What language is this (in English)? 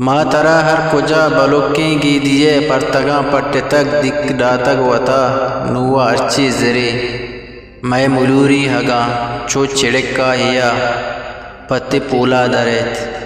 Eastern Balochi